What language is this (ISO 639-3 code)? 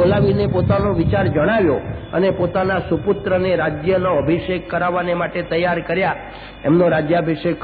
guj